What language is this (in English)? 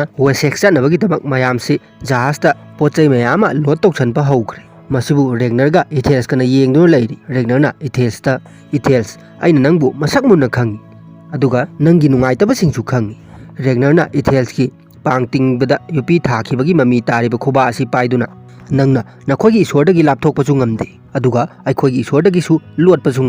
Manipuri